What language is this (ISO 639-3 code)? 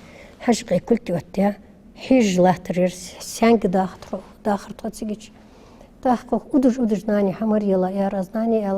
inh